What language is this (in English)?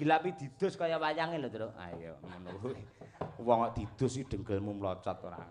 Javanese